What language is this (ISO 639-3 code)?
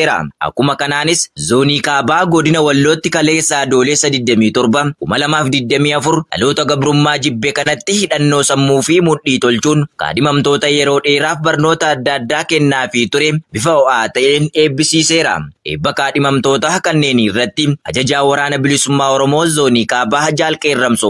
orm